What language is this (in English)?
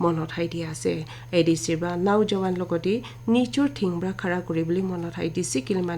Naga Pidgin